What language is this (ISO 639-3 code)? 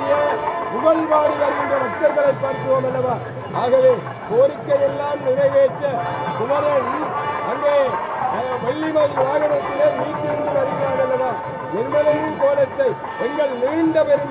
tam